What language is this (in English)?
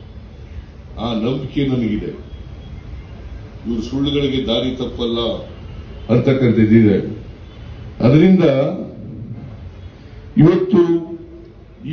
Kannada